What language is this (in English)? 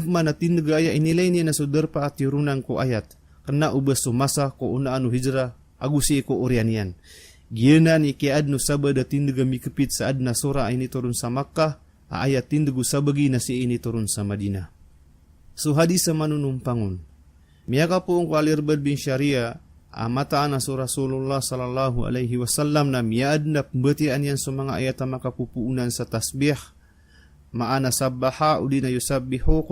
Maranao